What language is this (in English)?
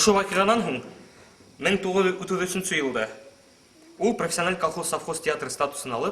Bashkir